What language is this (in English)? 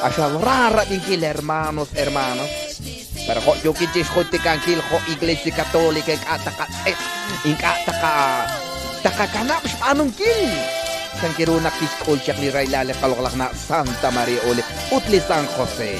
Kekchí